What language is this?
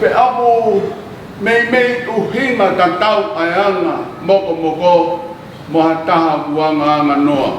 Tongan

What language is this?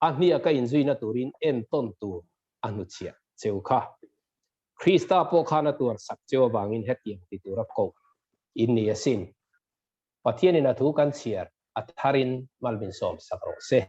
Mizo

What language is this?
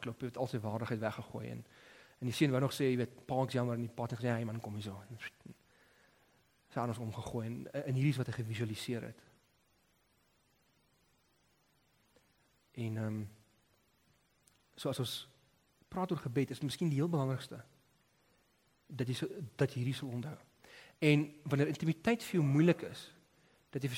Afrikaans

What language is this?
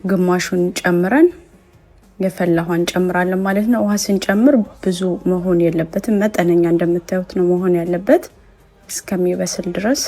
Amharic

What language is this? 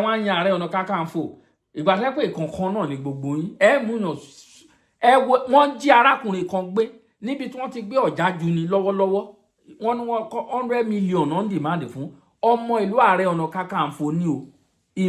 Yoruba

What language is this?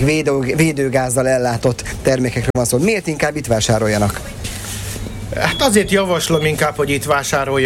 Hungarian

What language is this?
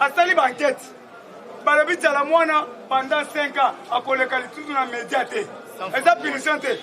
Lingala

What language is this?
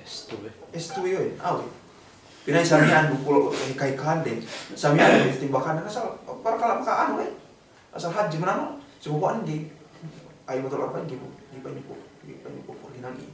Yakan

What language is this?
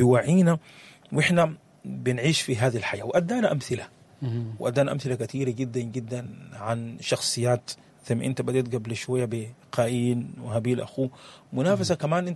Sudanese Arabic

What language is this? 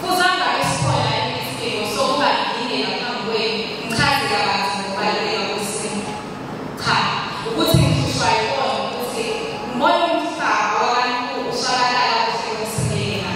Zulu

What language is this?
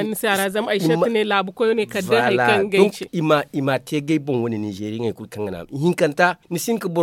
Zarma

